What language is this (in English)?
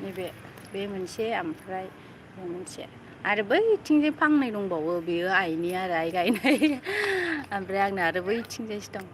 Bodo